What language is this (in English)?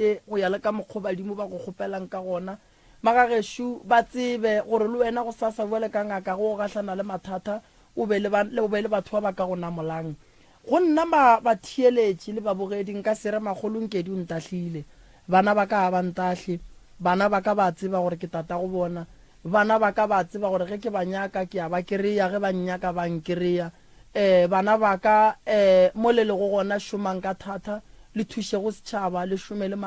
Northern Sotho